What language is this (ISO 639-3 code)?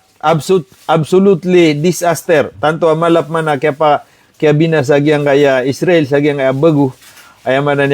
mrw